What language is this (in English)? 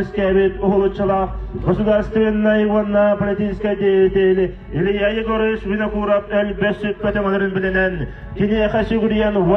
Yakut